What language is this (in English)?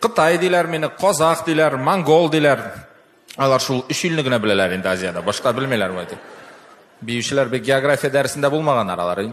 Tatar